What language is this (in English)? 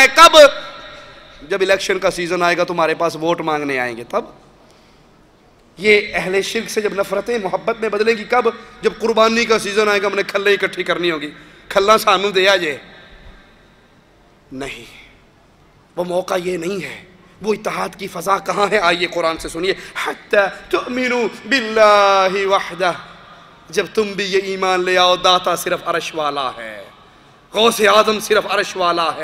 Urdu